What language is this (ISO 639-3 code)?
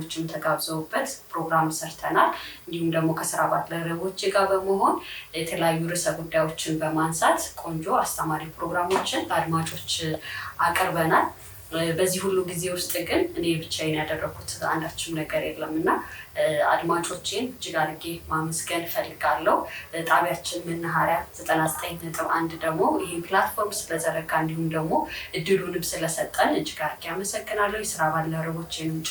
amh